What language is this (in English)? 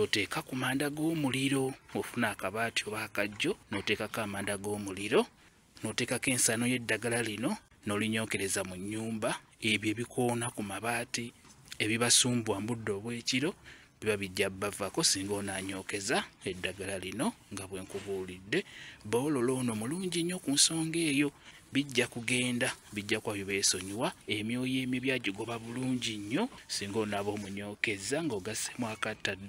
Ganda